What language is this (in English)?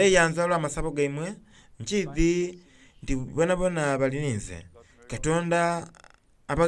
Soga